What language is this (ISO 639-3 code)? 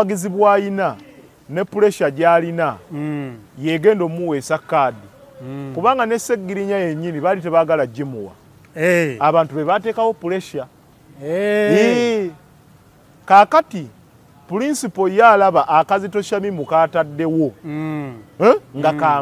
lug